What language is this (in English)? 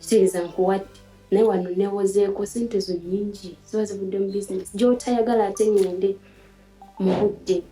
Ganda